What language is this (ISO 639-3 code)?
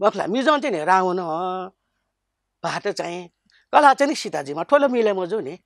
new